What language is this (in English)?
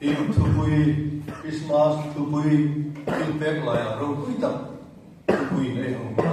Hmar